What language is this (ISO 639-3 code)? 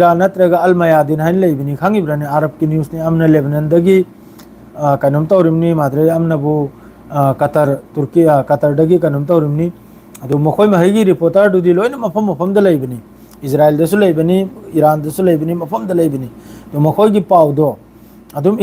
mni